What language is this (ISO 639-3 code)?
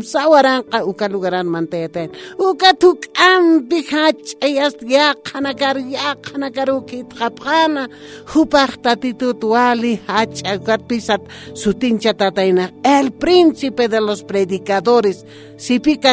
aym